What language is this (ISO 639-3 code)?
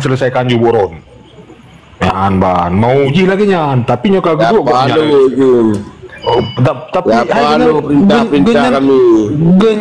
ace